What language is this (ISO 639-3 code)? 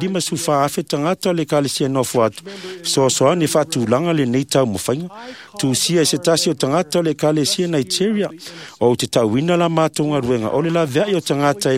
smo